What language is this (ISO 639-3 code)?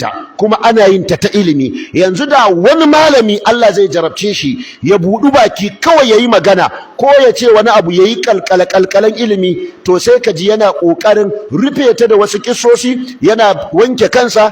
hau